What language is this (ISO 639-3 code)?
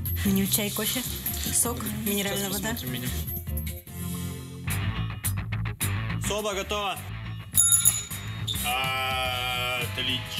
rus